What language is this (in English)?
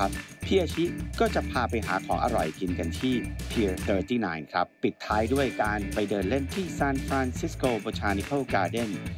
Thai